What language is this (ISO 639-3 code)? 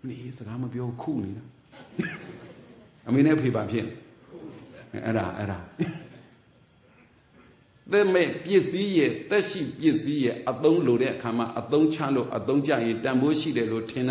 mya